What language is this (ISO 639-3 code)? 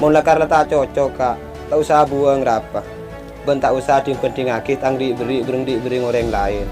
mad